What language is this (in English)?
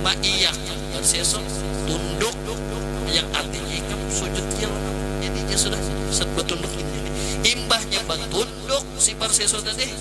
Banjar